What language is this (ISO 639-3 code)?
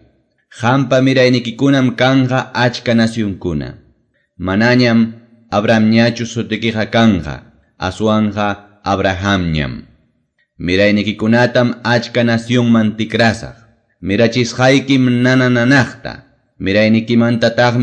que